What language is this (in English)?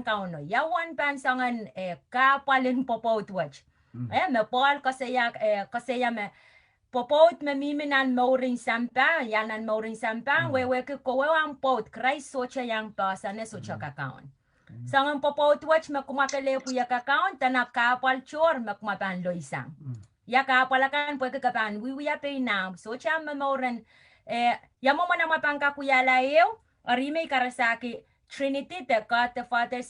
Pohnpeian